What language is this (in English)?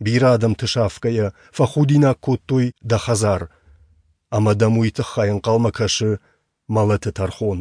Ossetic